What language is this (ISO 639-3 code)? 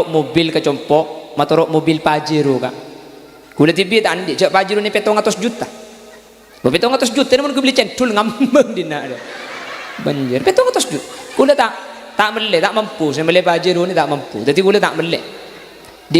mad